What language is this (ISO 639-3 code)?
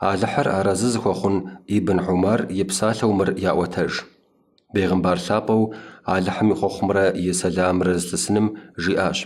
kbd